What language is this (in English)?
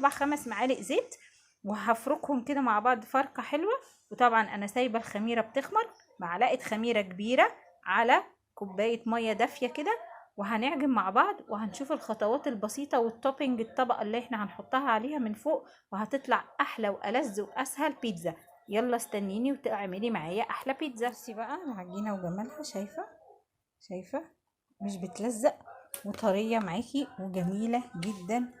Egyptian Arabic